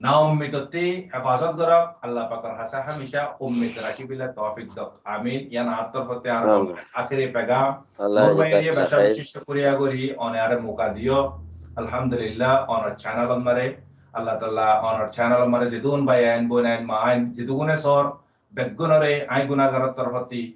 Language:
Rohingya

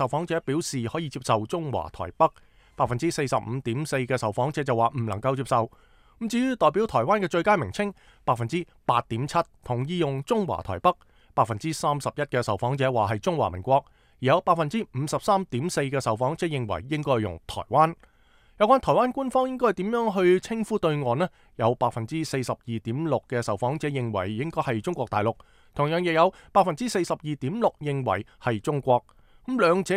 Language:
Cantonese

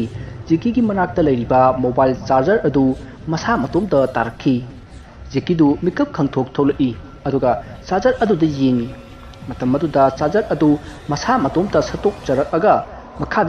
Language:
Manipuri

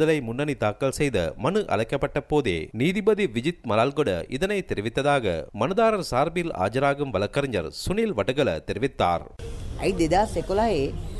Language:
Tamil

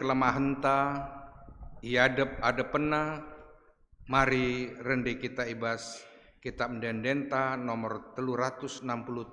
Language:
Batak Karo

